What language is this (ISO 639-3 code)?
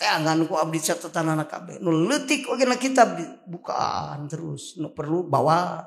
sun